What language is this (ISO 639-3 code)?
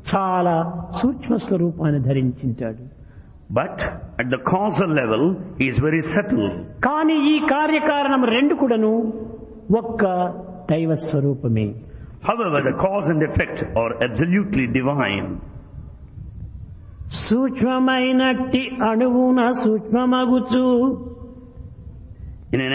tel